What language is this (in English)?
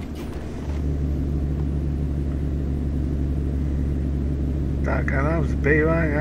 Czech